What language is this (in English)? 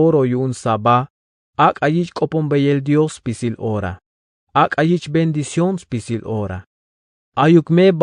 Tzeltal